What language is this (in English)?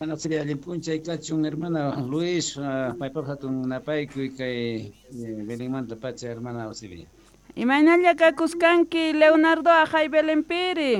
Quechua